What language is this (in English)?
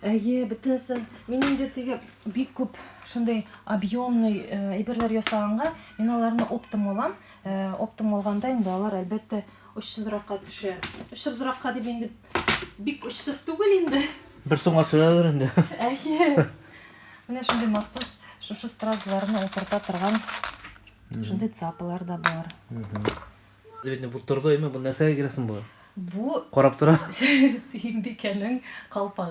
Tatar